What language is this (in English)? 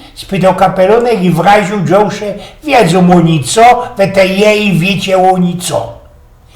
Silesian